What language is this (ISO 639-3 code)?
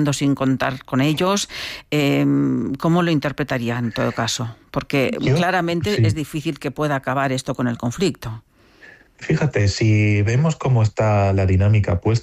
spa